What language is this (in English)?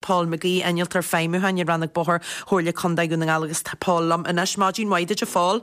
Irish